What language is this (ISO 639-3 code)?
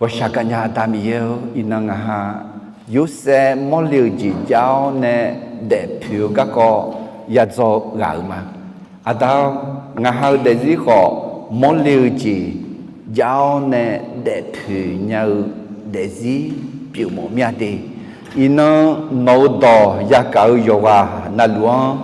ahk